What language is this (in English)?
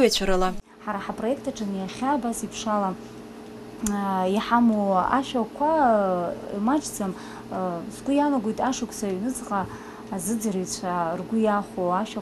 Abkhazian